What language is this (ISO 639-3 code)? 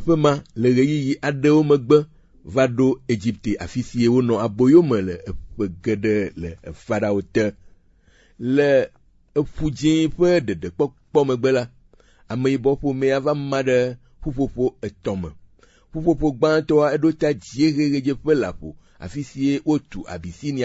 ewe